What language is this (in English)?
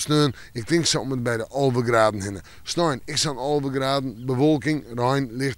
Western Frisian